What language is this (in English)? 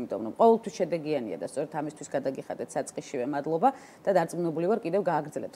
Georgian